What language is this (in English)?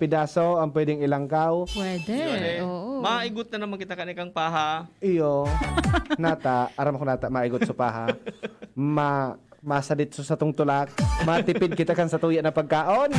Bikol